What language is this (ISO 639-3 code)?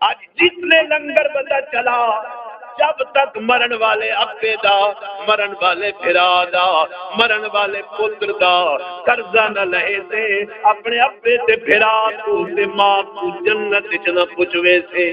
skr